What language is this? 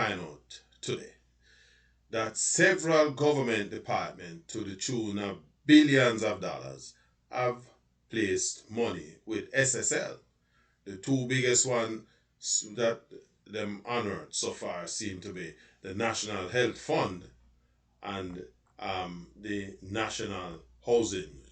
Jamaican Creole English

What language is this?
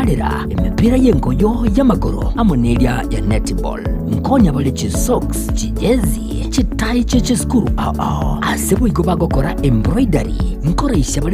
Gusii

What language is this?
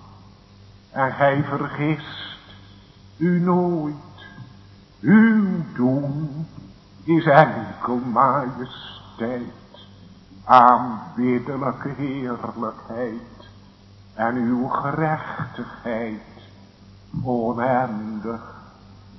Dutch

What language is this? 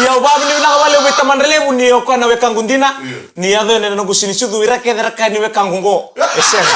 Fijian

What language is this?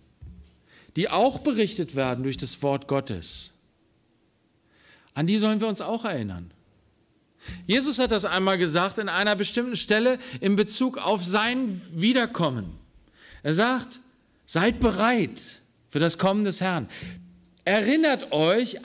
German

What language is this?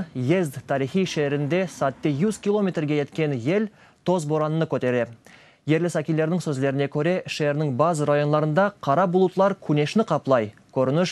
Crimean Tatar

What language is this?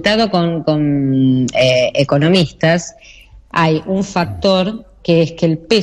Spanish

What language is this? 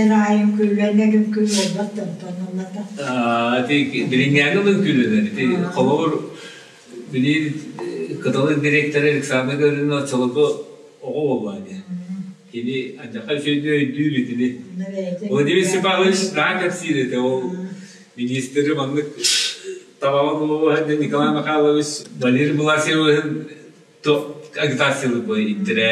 Yakut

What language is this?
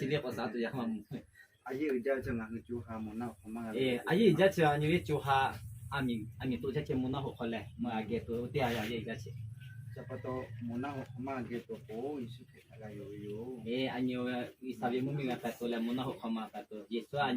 Lahu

